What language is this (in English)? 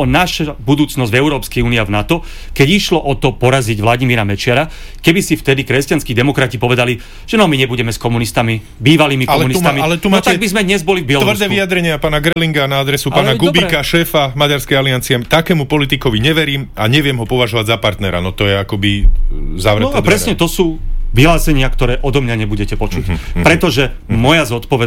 Slovak